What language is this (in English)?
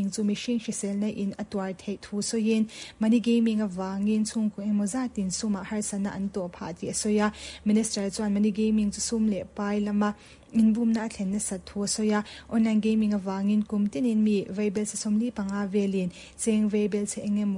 Mizo